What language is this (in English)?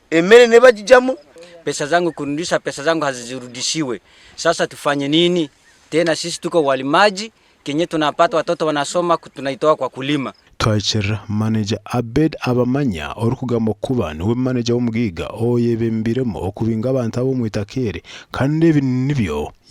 Nyankole